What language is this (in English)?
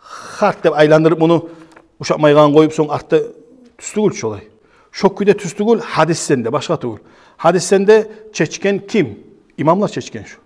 Kumyk